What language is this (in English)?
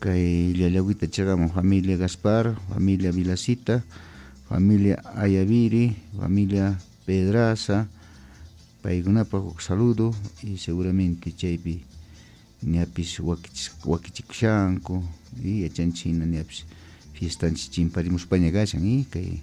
Quechua